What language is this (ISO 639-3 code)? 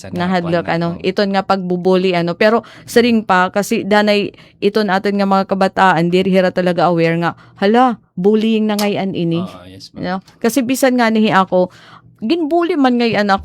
war